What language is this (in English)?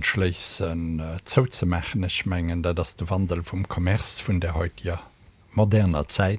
Luxembourgish